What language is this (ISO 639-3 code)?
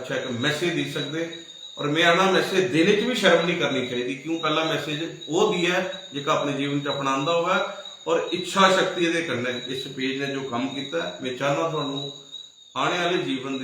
doi